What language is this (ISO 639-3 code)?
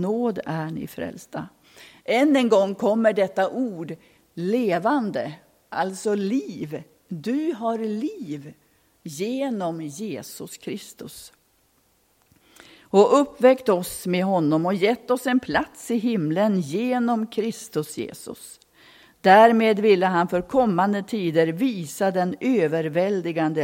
swe